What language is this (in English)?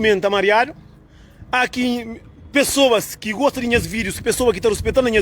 Kabuverdianu